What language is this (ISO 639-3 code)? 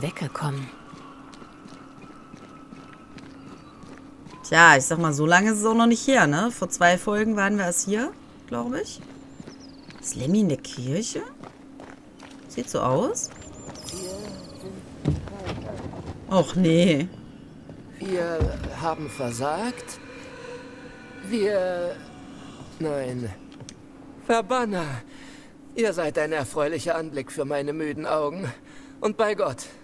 deu